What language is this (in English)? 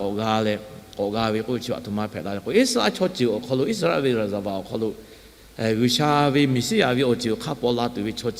Lahu